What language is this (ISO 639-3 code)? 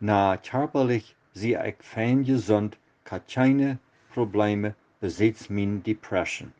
pdt